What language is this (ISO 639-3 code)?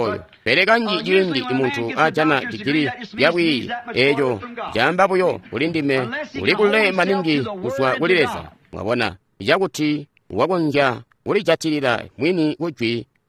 toi